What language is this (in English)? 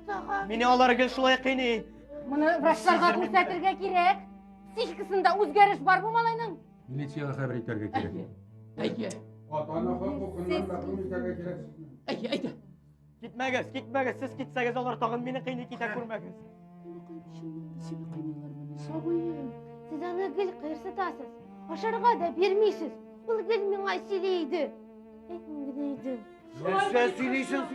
Tatar